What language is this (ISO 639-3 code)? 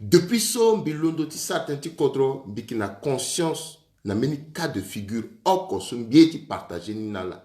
sag